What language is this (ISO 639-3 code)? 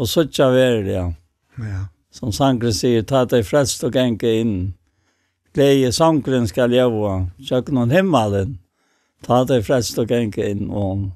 fao